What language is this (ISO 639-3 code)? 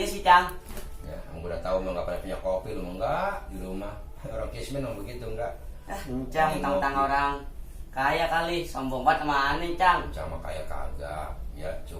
bew